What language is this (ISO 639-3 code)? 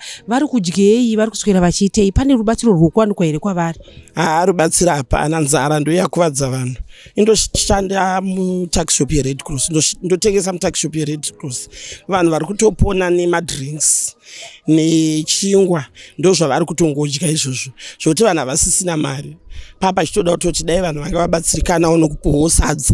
sna